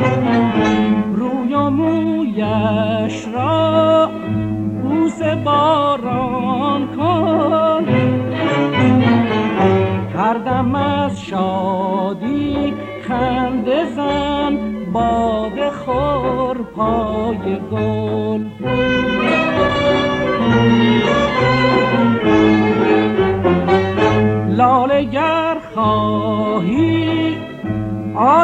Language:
Persian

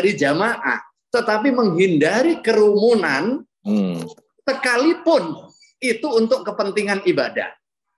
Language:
Indonesian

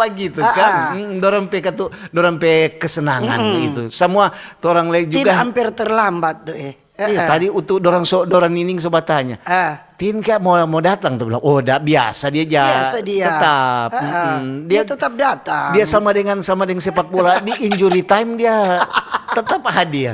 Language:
Manado Malay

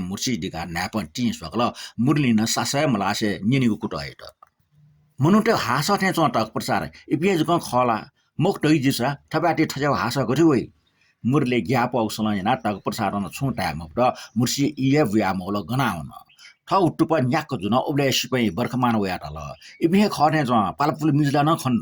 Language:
Newari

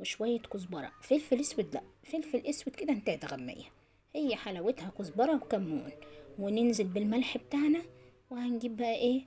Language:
Egyptian Arabic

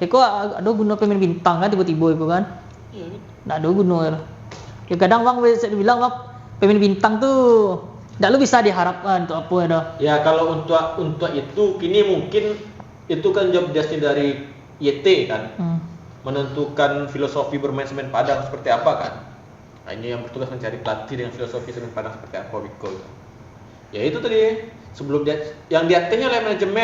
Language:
Minangkabau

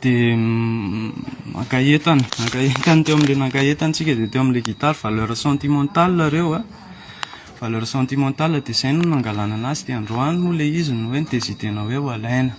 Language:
Malagasy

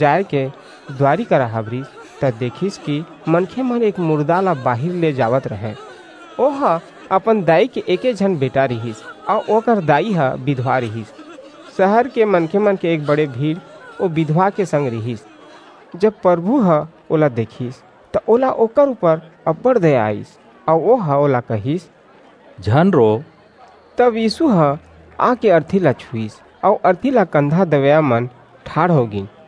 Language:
Chhattisgarhi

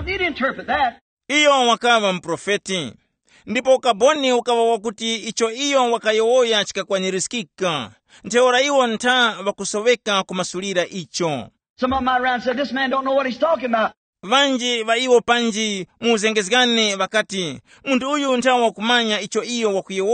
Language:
Tumbuka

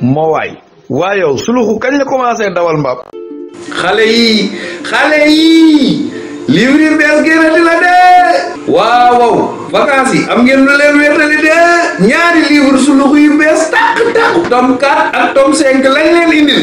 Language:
Wolof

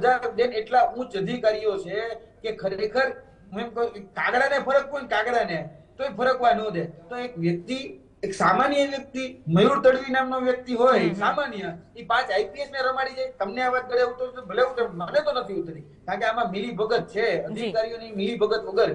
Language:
Gujarati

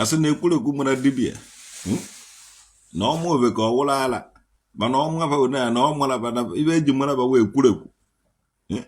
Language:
Igbo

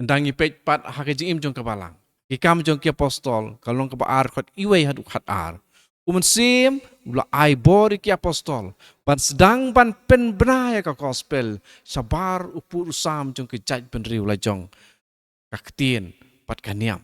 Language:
Khasi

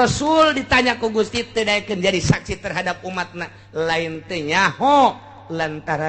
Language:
Sundanese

